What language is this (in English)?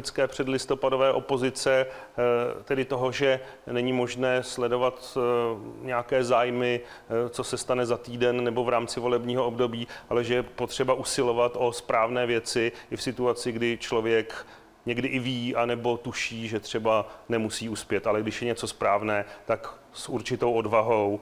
Czech